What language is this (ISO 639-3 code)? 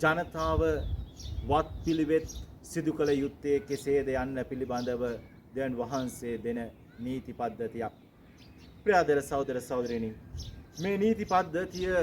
sin